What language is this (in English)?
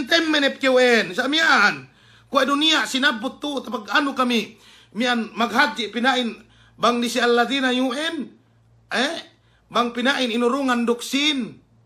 Yakan